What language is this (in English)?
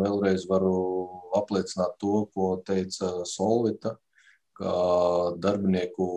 Latvian